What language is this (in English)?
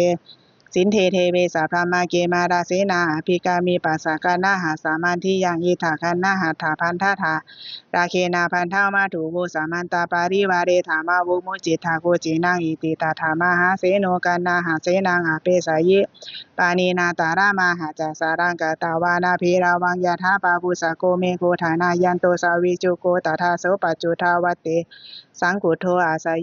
Pali